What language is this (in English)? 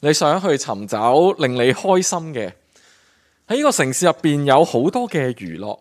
Cantonese